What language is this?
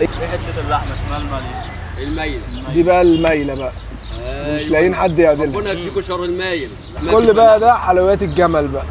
Egyptian Arabic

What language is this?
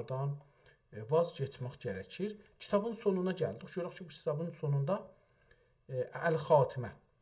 South Azerbaijani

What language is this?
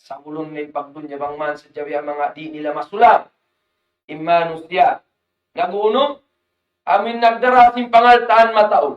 Tausug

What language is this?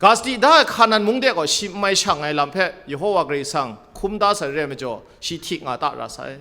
Kachin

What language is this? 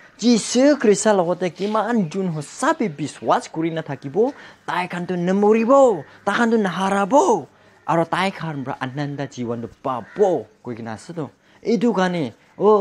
Naga Pidgin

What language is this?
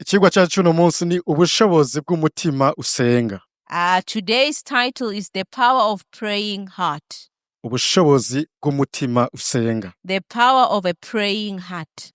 Rundi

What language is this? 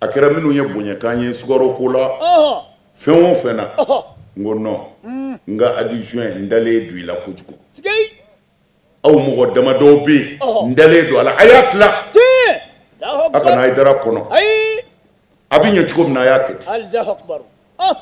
Bambara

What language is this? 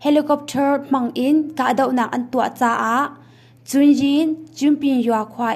Hakha Chin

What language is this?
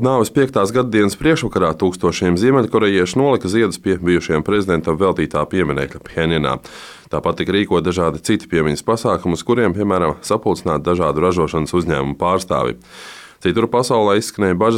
Latvian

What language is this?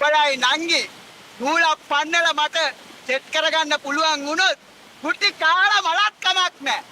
Sinhala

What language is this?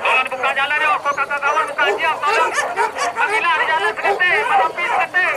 Minangkabau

